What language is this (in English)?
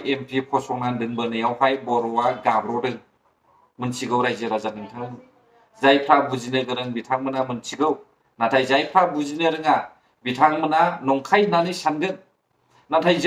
Bodo